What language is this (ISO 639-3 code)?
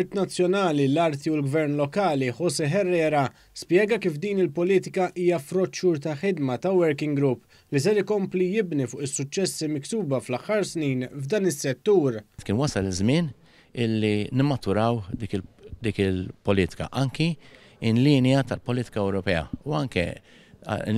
mlt